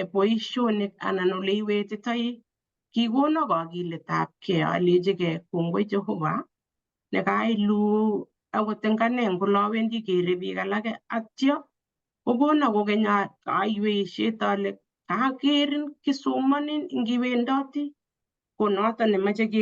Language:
Kalenjin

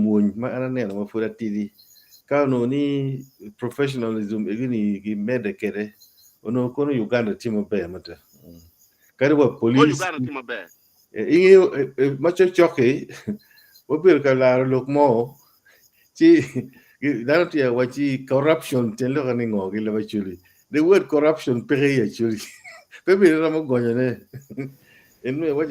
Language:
Acoli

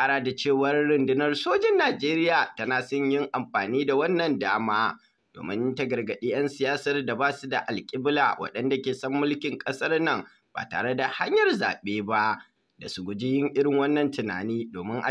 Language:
Hausa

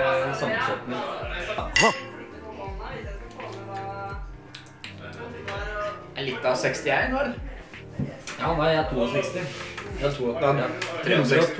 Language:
Norwegian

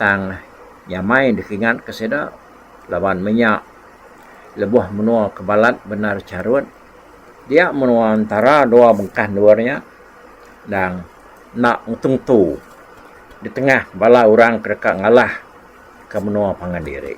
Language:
Iban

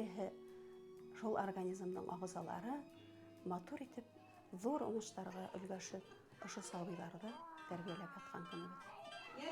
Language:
Bashkir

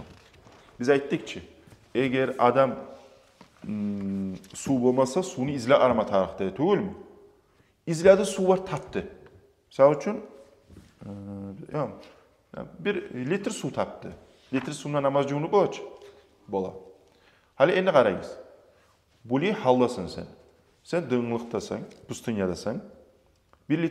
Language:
Kumyk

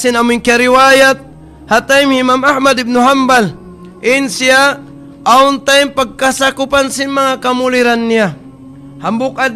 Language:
Tausug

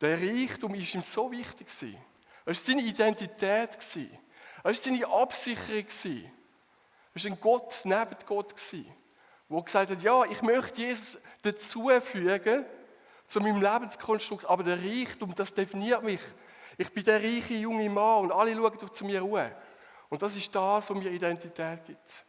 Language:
Swiss German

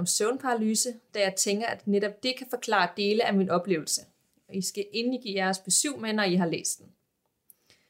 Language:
Danish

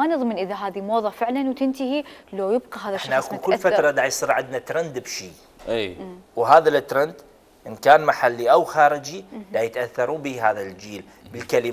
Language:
Mesopotamian Arabic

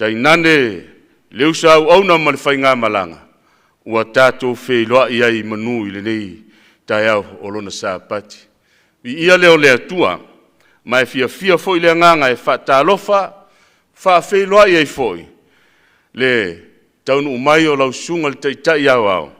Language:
Samoan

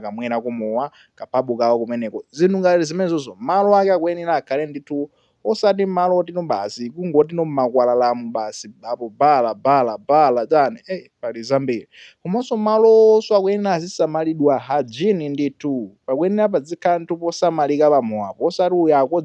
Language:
Nyanja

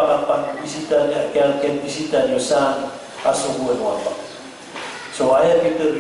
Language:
Maranao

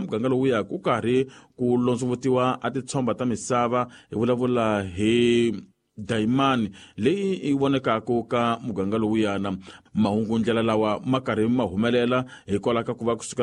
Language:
Tsonga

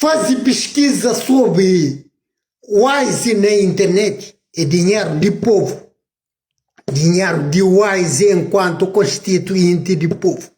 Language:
Kabuverdianu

